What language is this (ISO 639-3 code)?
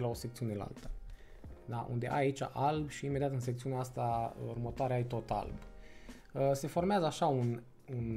ron